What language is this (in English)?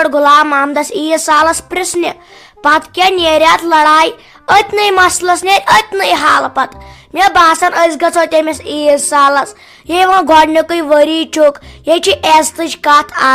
Kashmiri